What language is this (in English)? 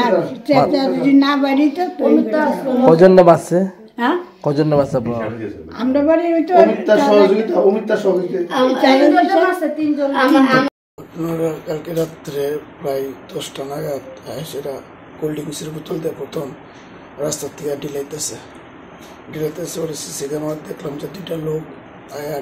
Bangla